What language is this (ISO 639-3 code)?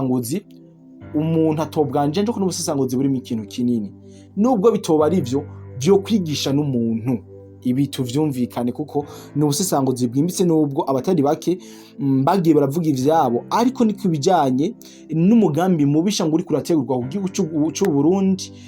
run